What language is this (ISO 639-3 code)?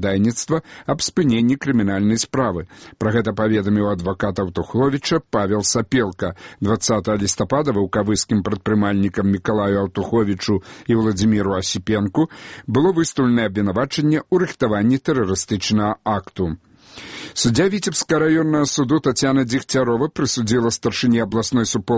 bel